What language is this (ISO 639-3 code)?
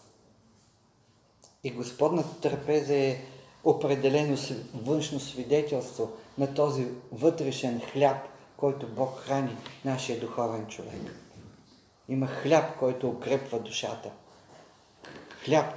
bul